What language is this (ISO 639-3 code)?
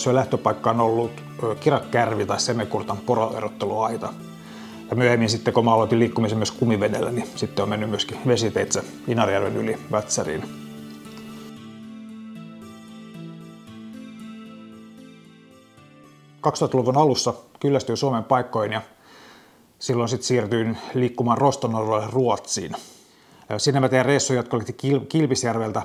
fin